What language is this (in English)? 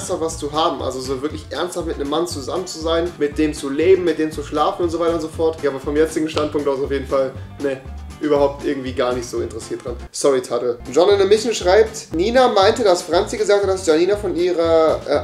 German